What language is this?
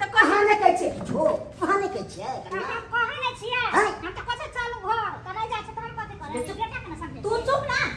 Maithili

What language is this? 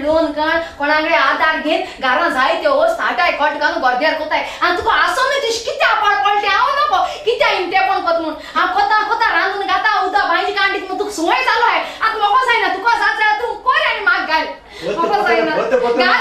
Konkani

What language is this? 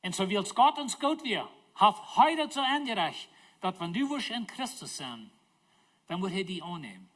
Plautdietsch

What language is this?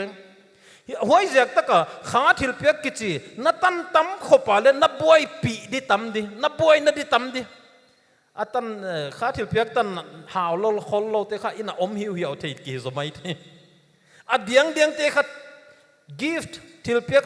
Paite Chin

